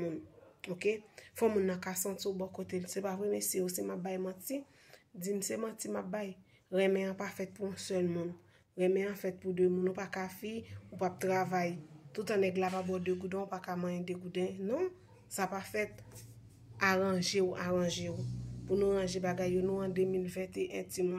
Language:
Haitian Creole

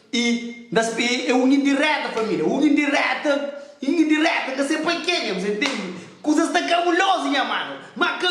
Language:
Kabuverdianu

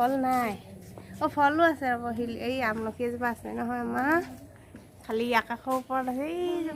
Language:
Assamese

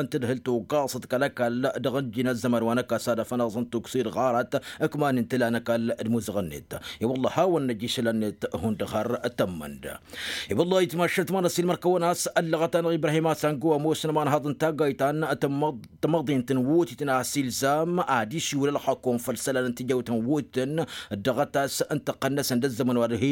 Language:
Tamasheq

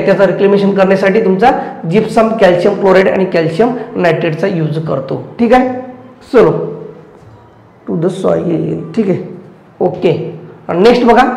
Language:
Marathi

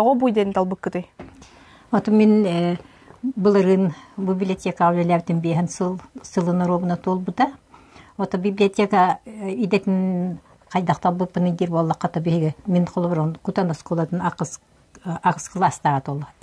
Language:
Yakut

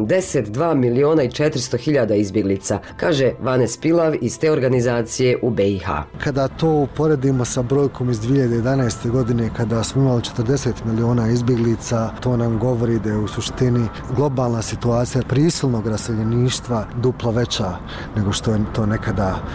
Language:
Bosnian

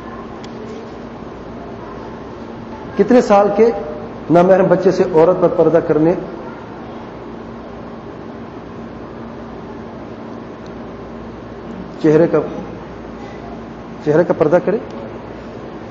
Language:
Urdu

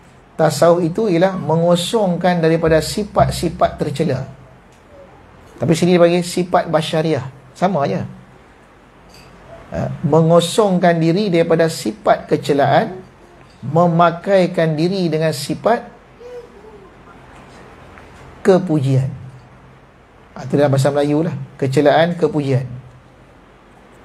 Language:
Malay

